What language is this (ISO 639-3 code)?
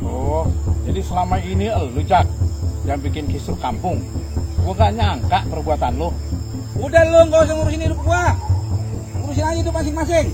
bew